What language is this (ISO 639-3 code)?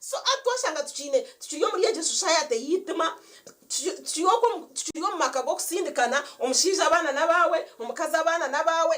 nyn